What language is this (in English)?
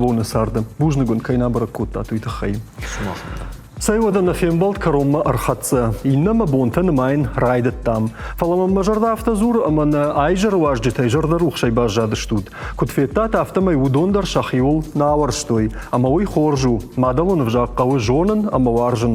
Ossetic